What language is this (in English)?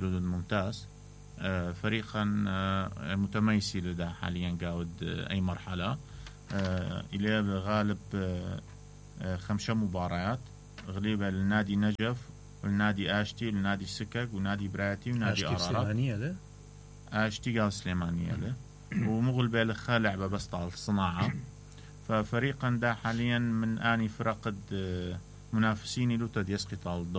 Mesopotamian Arabic